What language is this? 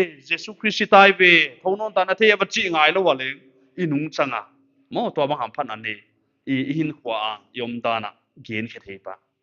Paite Chin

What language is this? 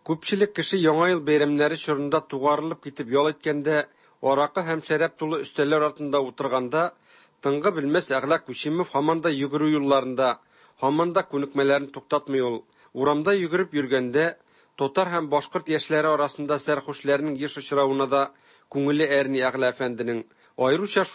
Tatar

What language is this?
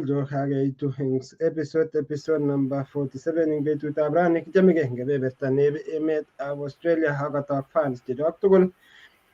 Kalenjin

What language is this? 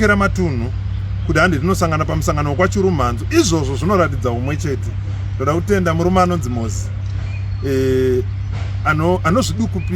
Shona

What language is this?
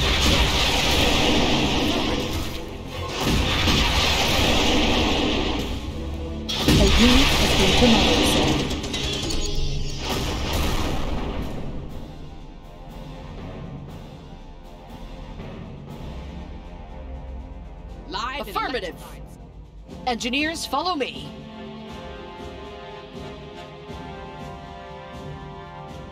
English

